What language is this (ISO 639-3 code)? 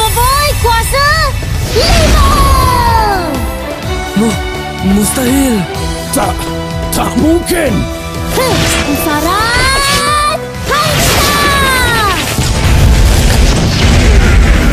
msa